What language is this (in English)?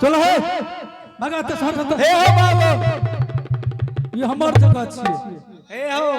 Angika